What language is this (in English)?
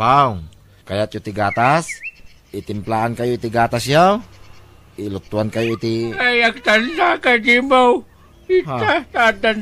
Iloko